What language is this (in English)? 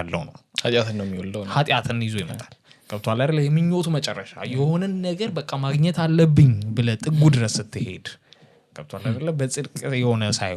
Amharic